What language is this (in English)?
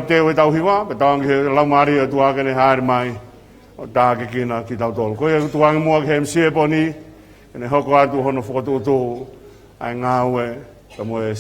Tongan